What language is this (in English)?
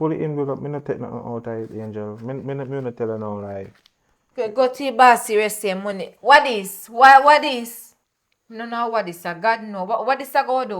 Jamaican Creole English